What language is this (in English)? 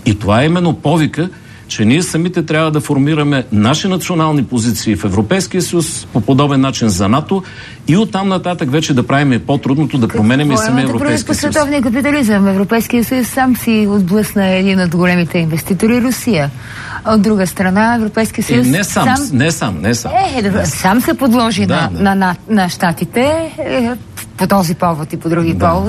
Bulgarian